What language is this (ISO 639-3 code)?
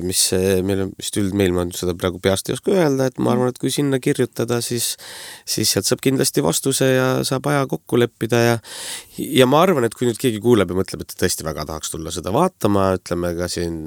est